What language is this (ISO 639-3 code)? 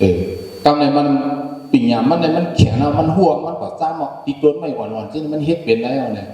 shn